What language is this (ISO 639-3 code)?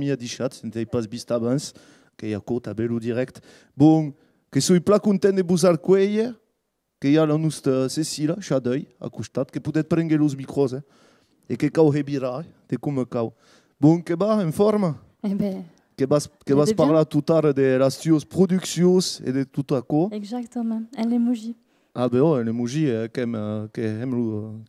oci